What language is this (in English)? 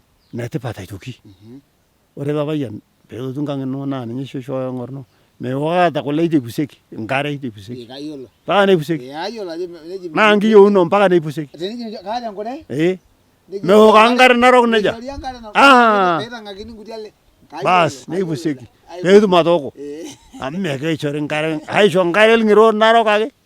Masai